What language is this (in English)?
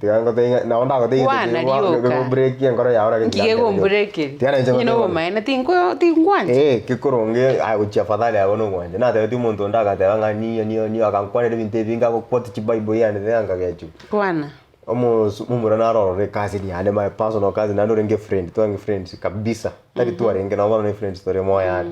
Gusii